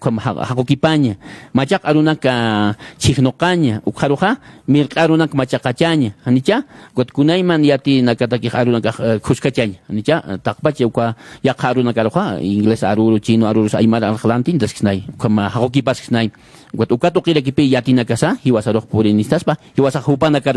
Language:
Aymara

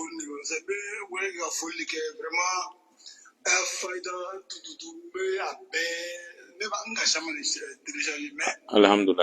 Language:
Bambara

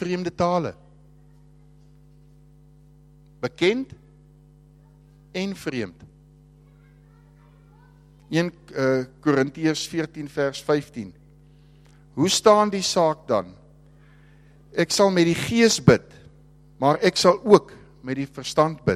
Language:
Afrikaans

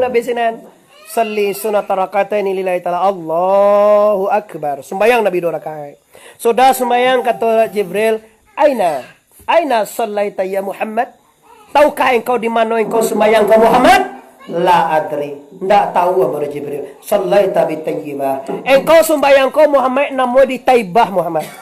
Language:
Minangkabau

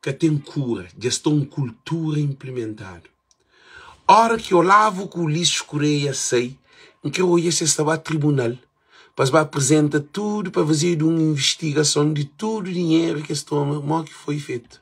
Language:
Kabuverdianu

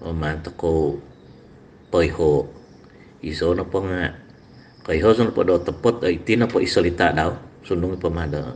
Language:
Central Dusun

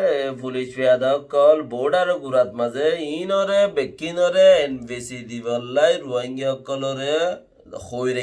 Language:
Rohingya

